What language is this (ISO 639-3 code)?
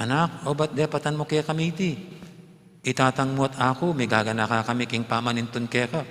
pam